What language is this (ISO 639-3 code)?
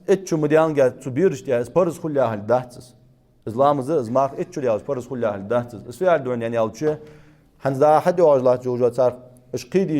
inh